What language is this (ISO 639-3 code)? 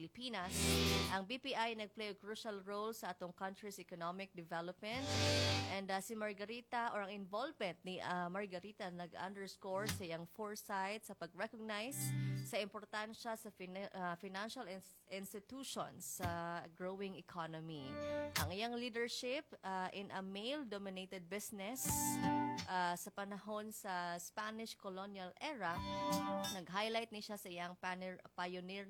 ceb